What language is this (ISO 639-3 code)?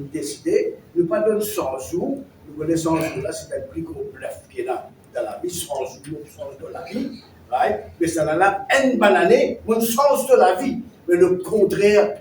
mfe